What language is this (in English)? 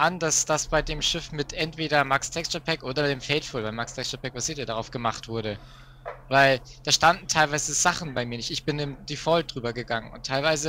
German